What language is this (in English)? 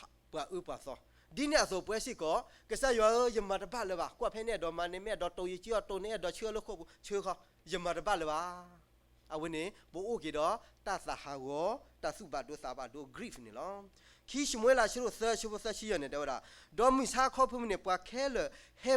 S'gaw Karen